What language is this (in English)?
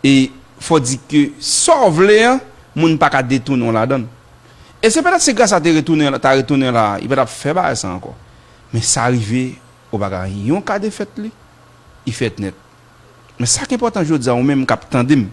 Haitian Creole